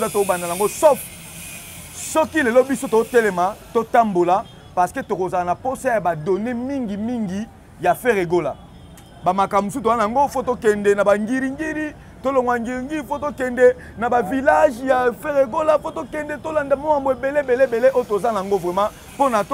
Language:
Lingala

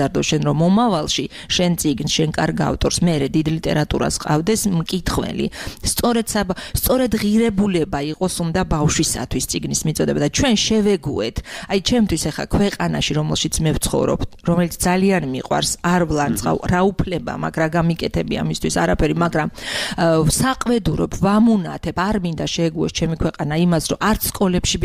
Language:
Georgian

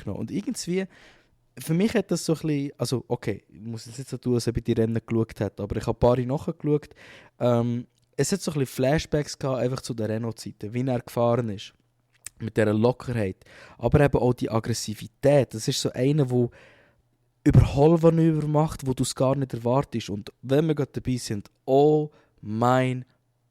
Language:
Swiss German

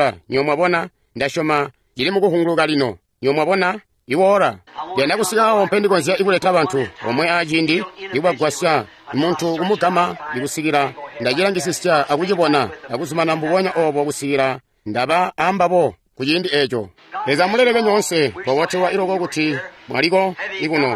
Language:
Tonga (Zambia)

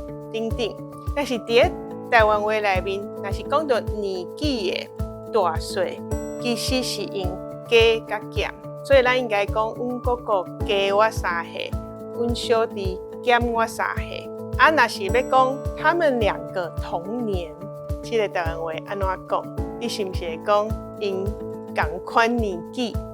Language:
Min Nan Chinese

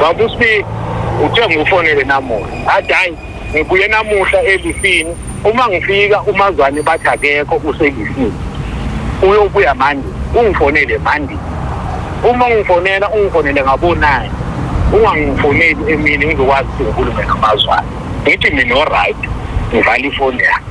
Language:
Zulu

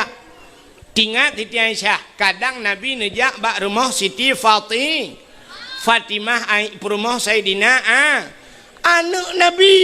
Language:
Achinese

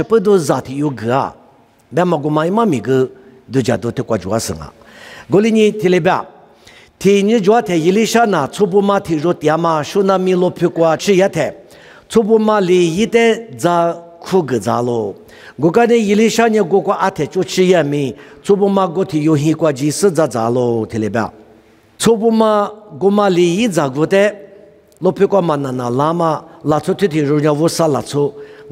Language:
Lisu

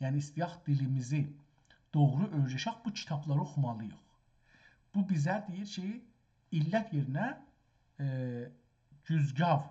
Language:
South Azerbaijani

